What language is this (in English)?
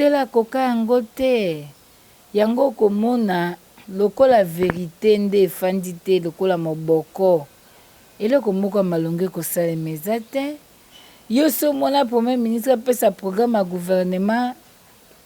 Lingala